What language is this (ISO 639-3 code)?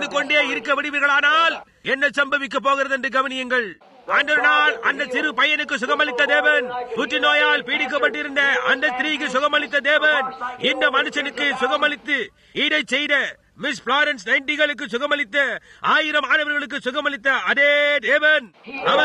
tam